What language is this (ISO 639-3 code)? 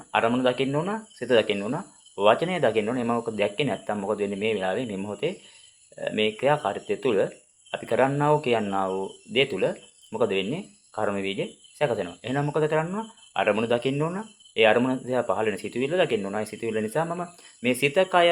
sin